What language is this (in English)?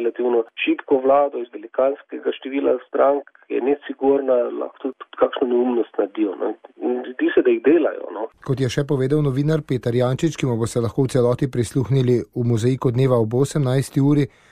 Slovenian